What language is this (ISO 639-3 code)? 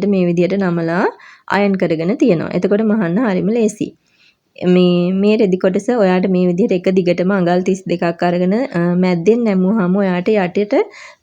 sin